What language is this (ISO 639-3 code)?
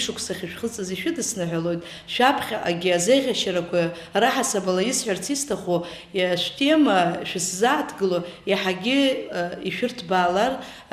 abk